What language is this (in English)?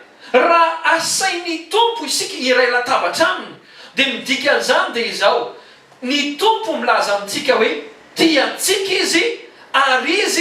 Malagasy